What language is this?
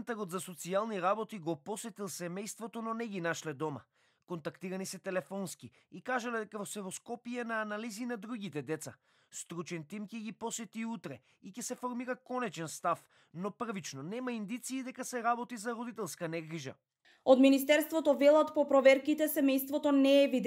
Macedonian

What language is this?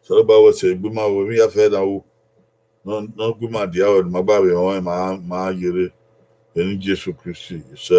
Bini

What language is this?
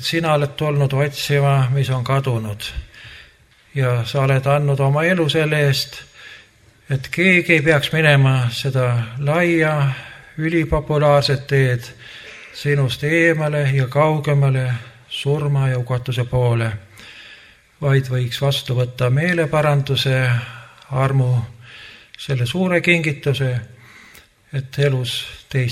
Estonian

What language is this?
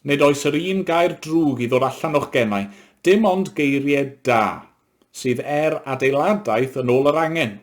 Welsh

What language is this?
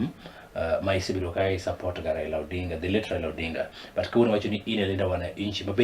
Luo (Kenya and Tanzania)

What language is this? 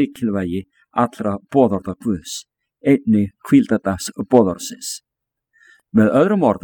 Icelandic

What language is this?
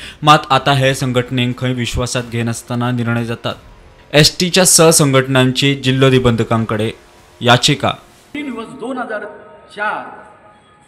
Konkani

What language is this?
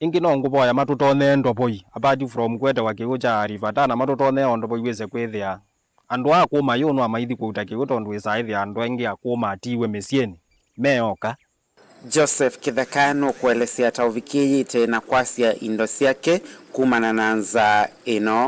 Kamba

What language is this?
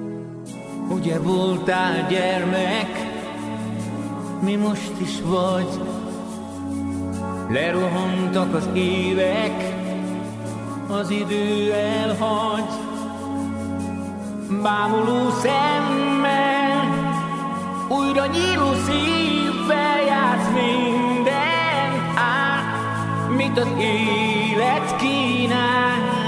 Hungarian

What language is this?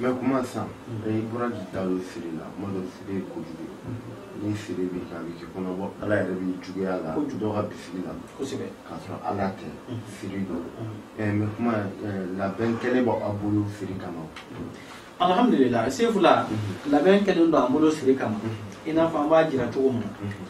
Bambara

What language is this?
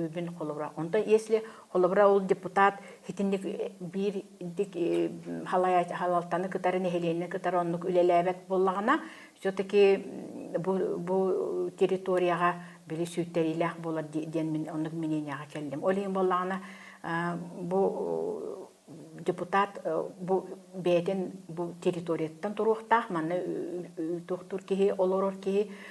Yakut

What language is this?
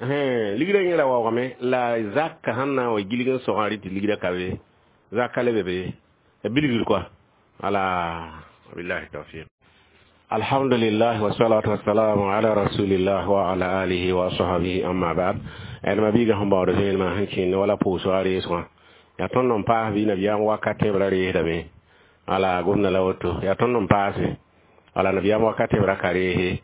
Mossi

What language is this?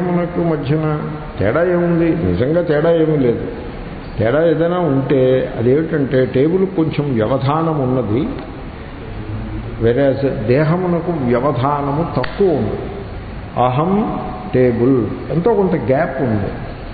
Telugu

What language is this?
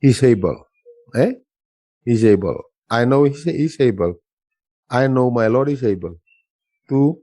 Fijian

